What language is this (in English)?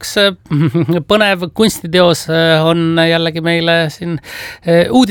Estonian